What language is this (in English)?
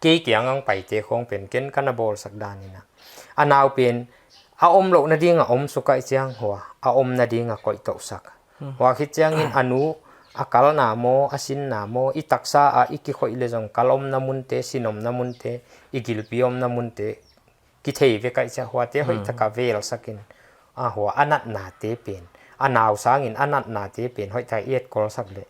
Paite Chin